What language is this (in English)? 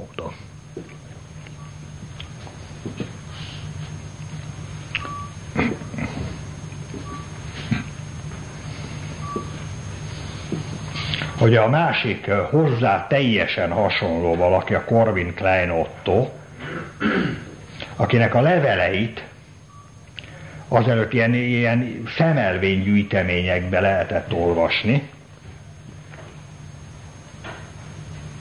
Hungarian